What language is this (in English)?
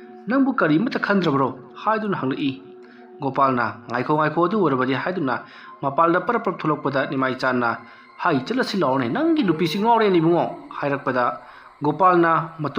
Manipuri